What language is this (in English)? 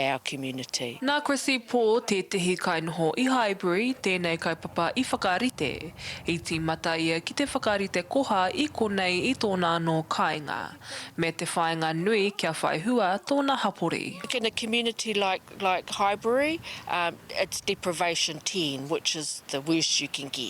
Māori